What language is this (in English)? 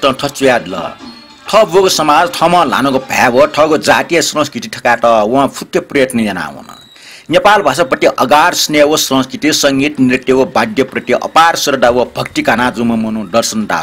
Newari